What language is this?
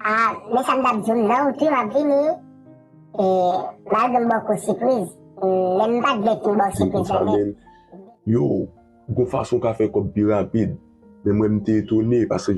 Haitian Creole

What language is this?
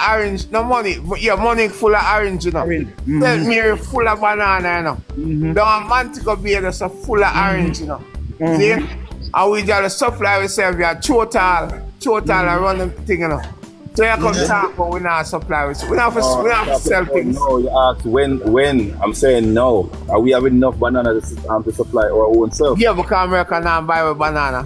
Jamaican Creole English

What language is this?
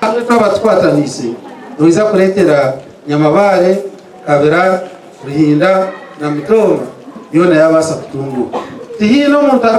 Nyankole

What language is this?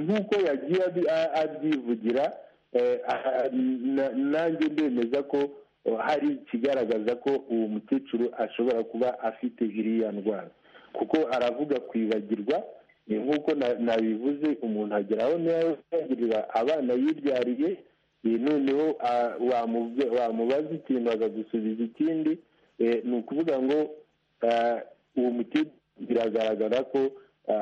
Kinyarwanda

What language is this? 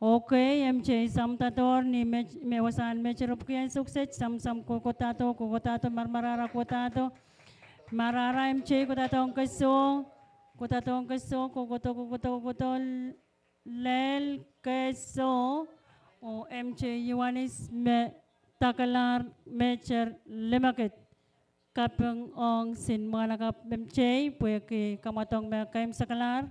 Pohnpeian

